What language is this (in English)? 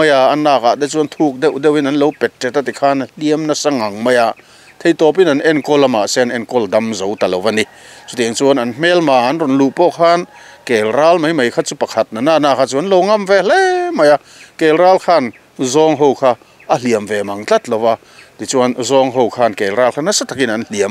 Mizo